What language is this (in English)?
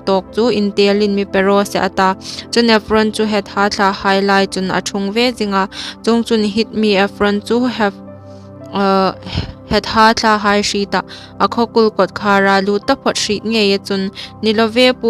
Hmar